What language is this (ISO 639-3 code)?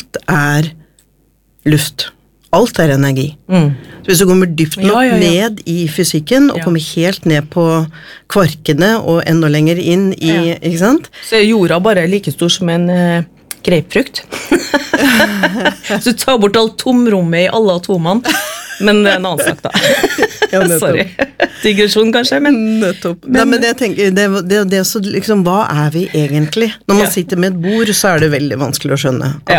nor